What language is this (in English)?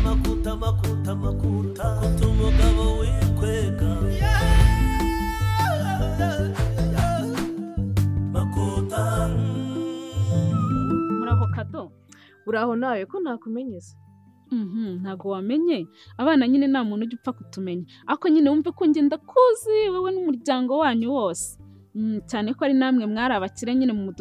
Kinyarwanda